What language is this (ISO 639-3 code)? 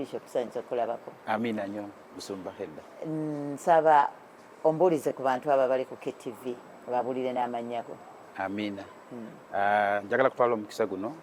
lug